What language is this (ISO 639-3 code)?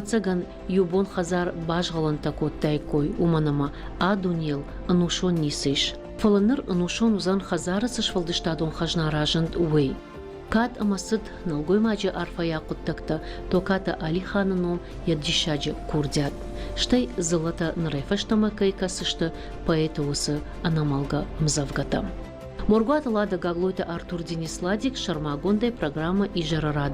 oss